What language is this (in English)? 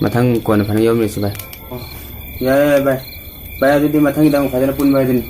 Manipuri